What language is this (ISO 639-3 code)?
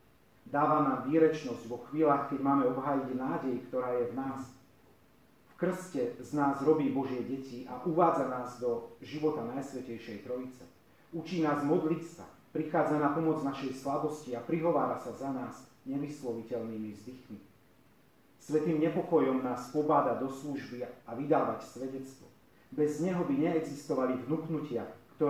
slk